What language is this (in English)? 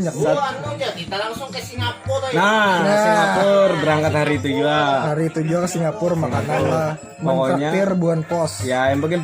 Banjar